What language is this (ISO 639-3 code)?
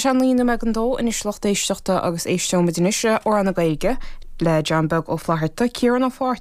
gle